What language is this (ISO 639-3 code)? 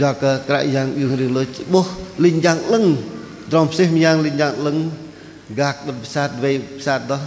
bdq